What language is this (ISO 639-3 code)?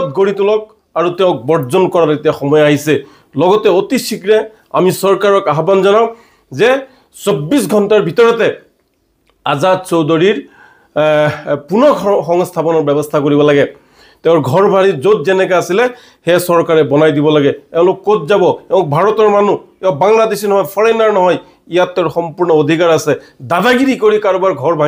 asm